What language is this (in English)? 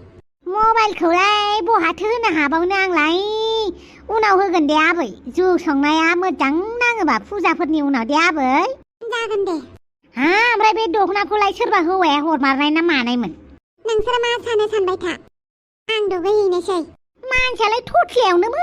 Bodo